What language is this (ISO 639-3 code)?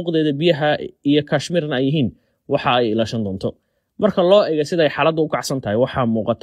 som